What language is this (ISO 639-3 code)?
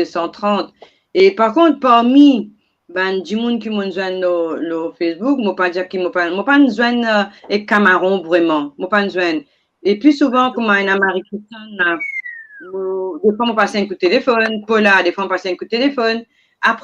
mfe